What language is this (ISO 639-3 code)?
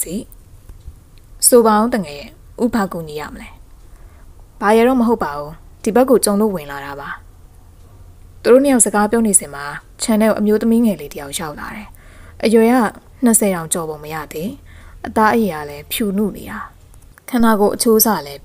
mya